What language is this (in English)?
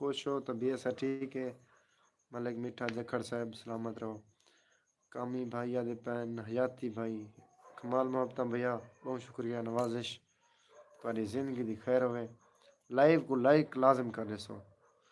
Saraiki